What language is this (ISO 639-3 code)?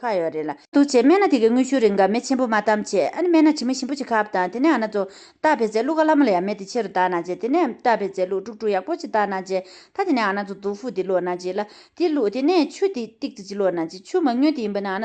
bod